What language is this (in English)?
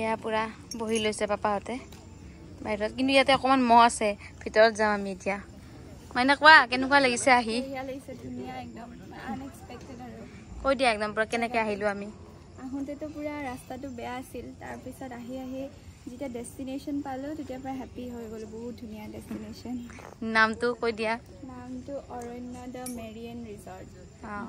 Assamese